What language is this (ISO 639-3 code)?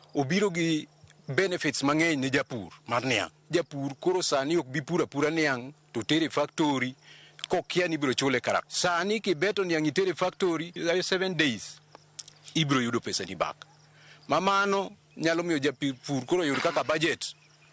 luo